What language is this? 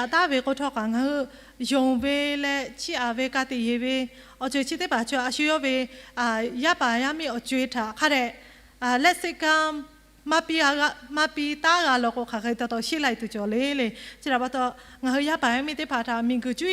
Lahu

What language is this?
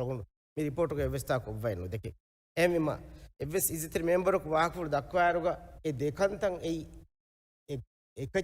Divehi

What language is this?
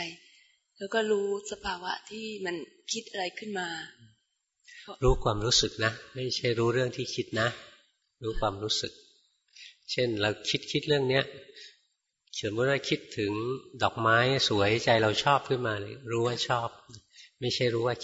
Thai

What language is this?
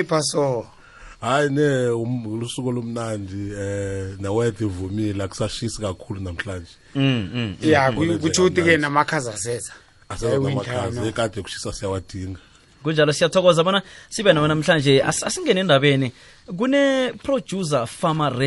South Ndebele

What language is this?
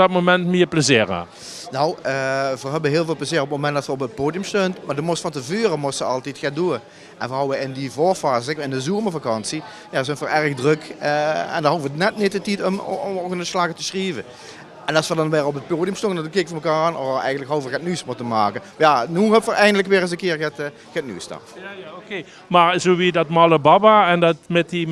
Limburgish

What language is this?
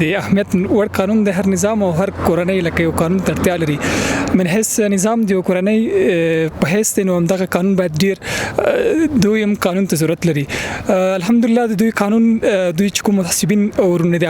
Pashto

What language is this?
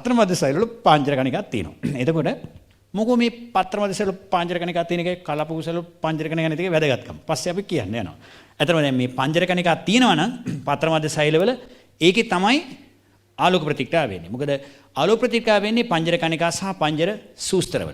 Sinhala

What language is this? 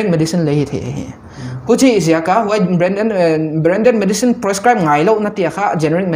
Paite Chin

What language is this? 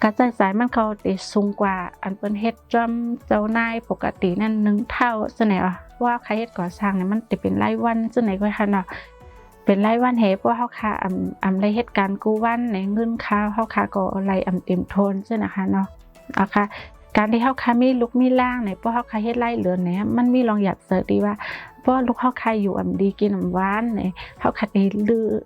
Shan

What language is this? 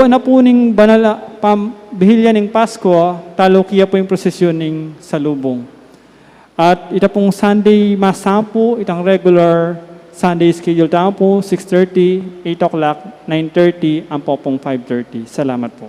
Pampanga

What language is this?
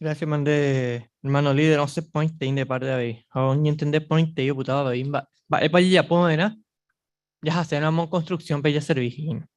Guarani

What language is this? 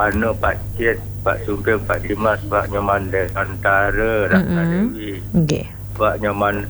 Balinese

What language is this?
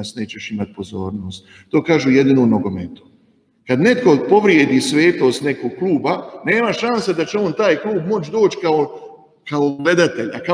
Croatian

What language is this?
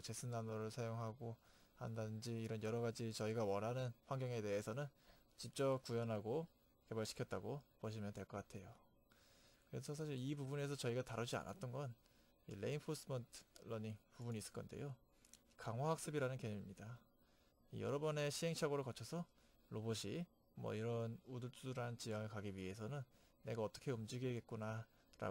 Korean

